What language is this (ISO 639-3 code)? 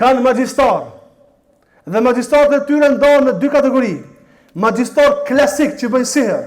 sqi